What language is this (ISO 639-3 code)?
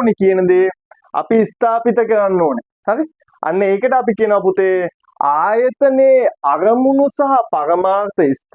sin